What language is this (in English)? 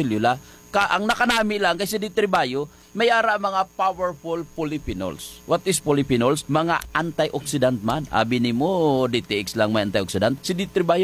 Hiligaynon